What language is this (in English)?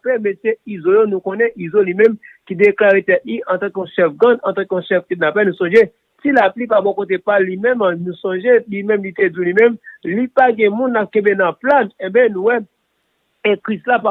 Haitian Creole